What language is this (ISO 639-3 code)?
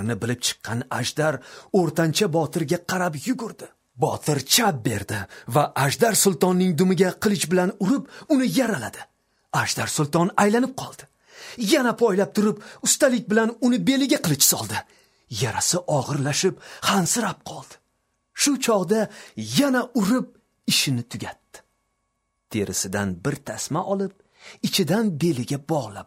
uzb